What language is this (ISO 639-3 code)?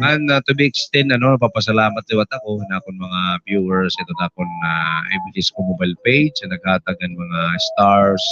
war